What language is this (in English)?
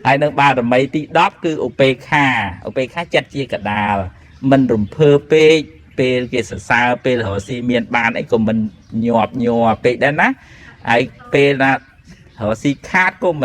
Khmer